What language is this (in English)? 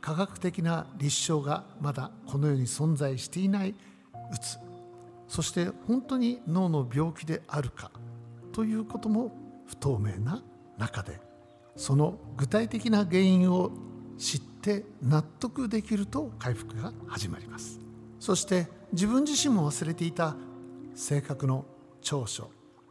Japanese